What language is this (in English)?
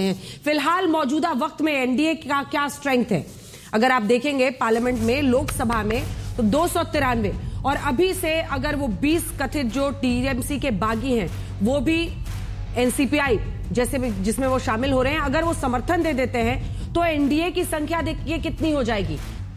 Hindi